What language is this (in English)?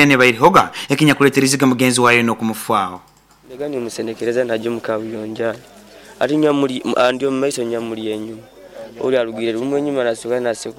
Nyoro